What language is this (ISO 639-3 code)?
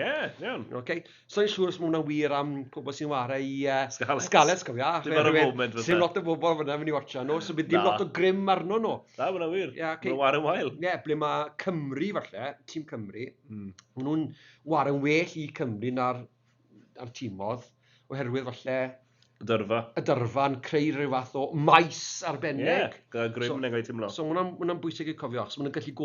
cym